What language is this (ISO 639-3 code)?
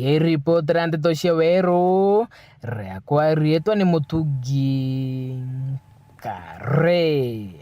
mer